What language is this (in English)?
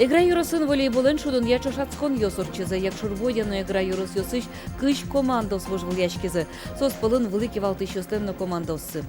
Udmurt